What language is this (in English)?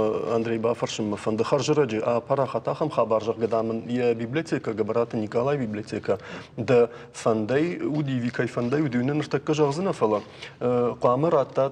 Ossetic